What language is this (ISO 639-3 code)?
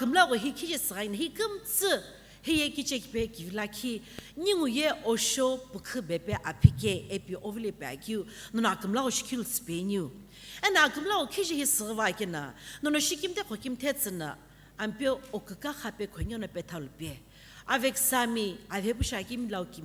nsm